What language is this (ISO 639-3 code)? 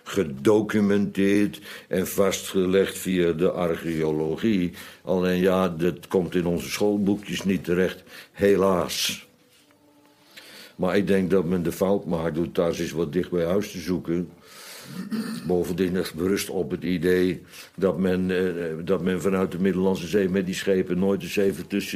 nld